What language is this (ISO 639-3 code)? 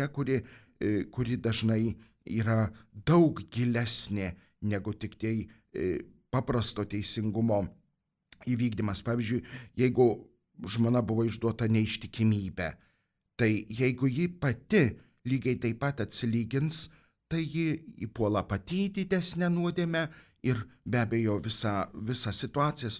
lit